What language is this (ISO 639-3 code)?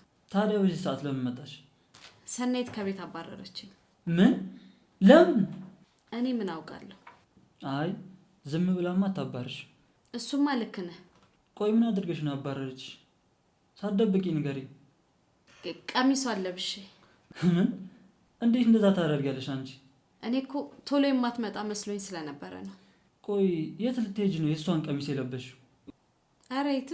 amh